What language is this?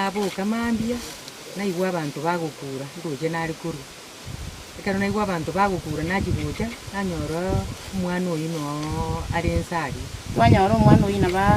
Gusii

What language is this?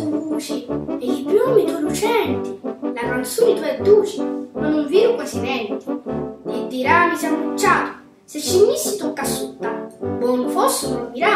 Sicilian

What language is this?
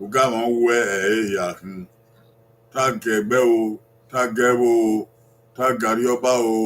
Bini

